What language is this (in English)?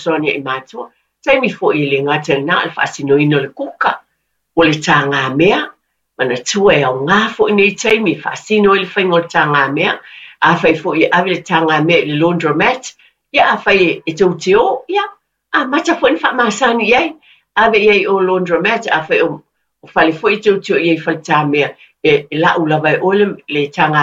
Samoan